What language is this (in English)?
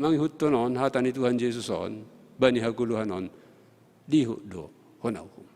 Batak Simalungun